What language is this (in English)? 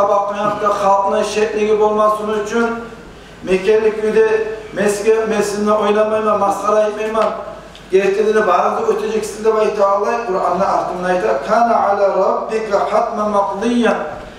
Kumyk